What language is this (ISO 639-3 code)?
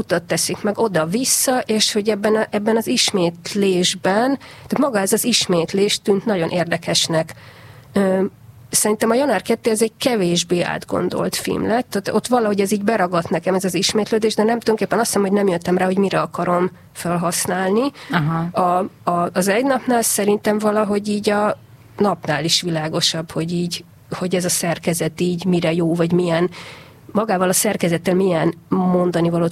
hun